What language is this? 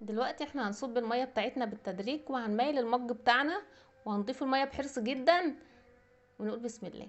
Egyptian Arabic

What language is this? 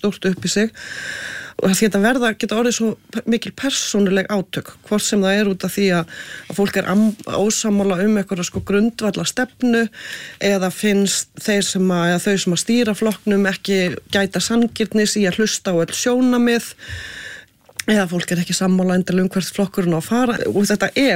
Icelandic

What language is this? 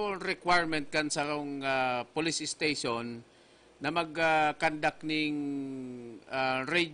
Bikol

